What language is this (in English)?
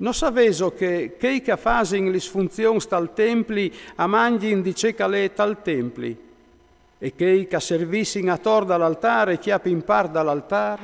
Friulian